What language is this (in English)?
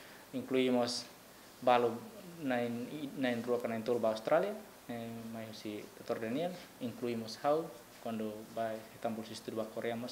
Tetum